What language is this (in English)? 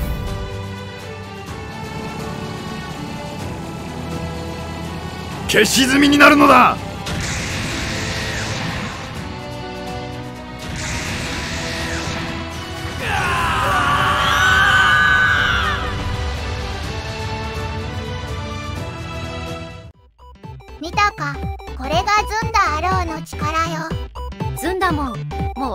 Japanese